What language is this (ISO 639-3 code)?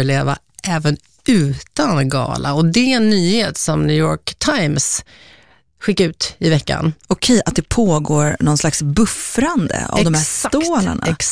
swe